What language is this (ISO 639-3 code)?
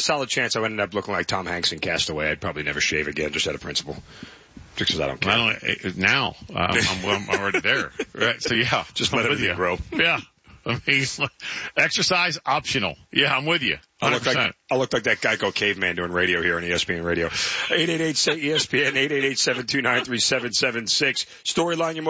eng